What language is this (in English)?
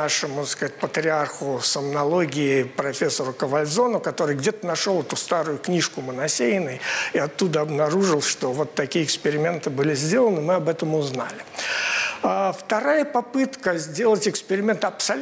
Russian